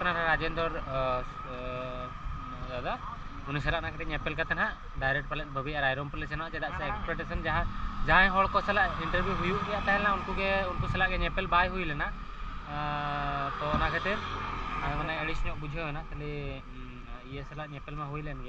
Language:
Santali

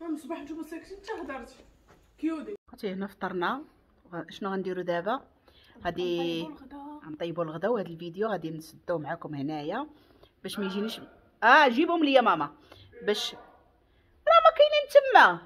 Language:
Moroccan Arabic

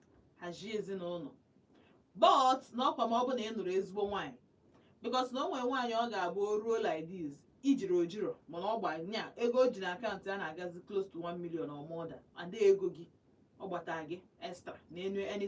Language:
Igbo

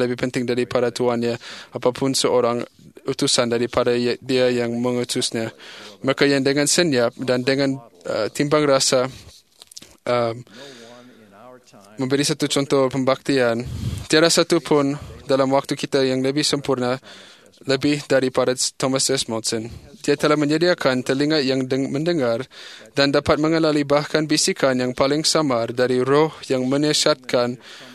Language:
Malay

